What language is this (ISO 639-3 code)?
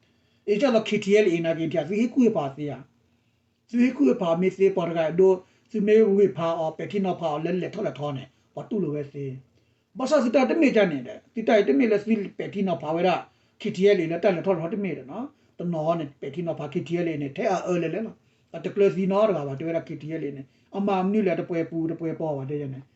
ksw